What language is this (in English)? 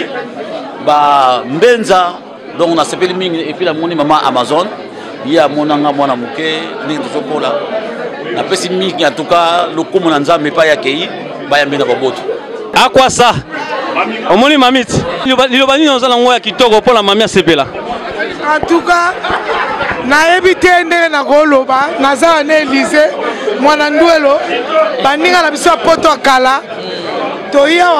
Lingala